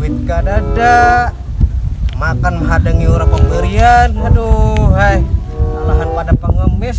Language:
Banjar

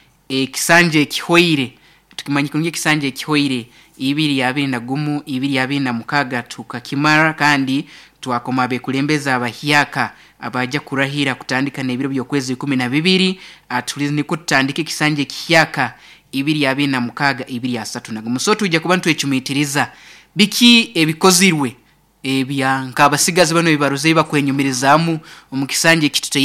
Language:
Nyoro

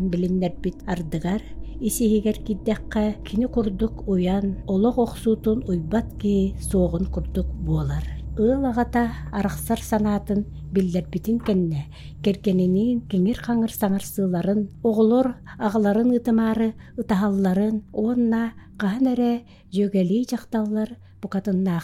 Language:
Yakut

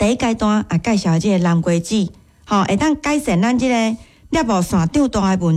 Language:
Min Nan Chinese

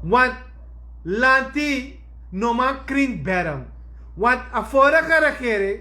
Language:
Sranan Tongo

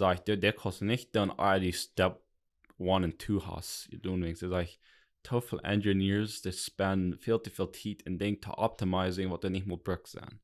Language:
Plautdietsch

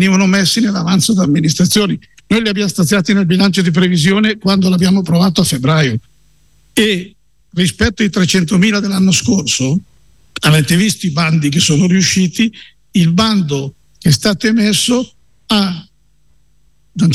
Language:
Italian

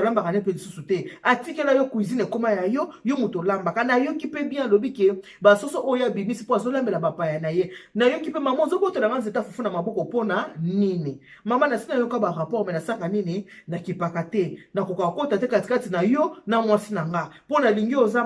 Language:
Lingala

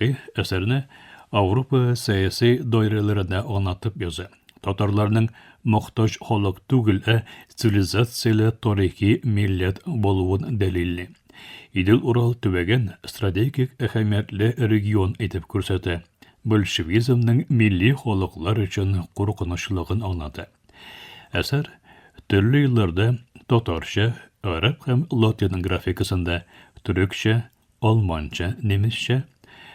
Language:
Tatar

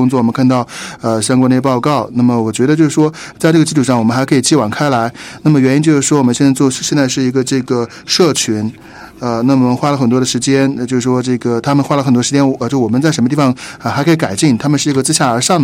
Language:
Chinese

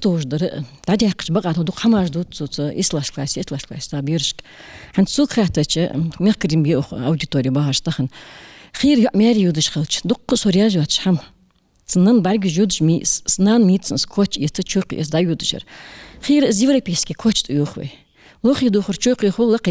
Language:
Ingush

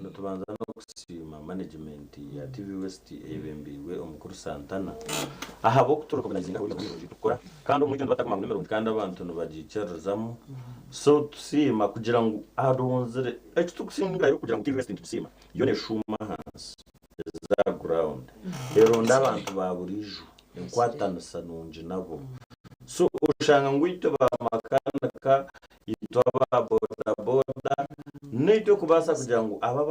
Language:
Nyankole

